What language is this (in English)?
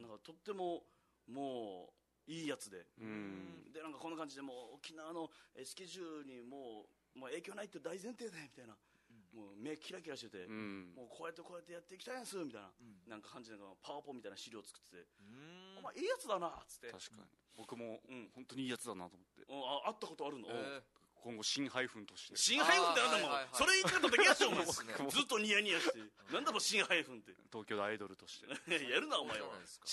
Japanese